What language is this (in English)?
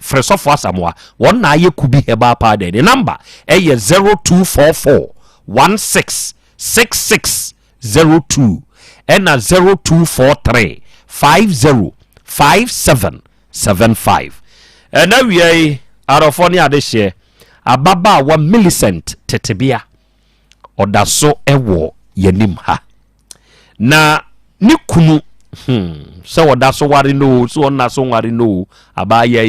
Akan